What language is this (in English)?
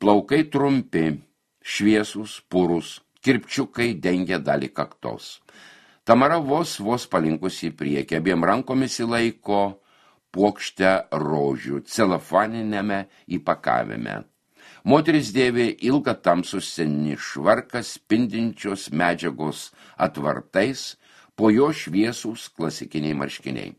Lithuanian